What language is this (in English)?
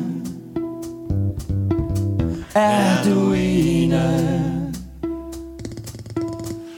Danish